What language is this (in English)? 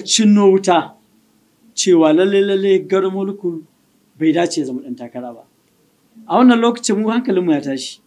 Hausa